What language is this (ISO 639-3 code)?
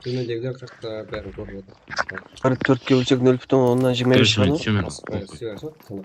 kaa